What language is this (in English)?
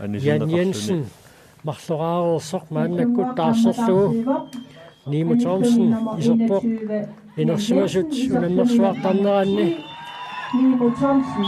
Kalaallisut